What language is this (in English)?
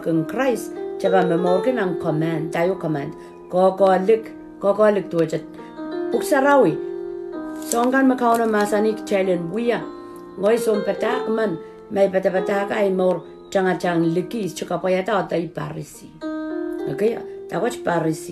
Pohnpeian